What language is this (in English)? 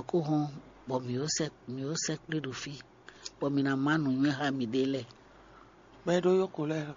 Fon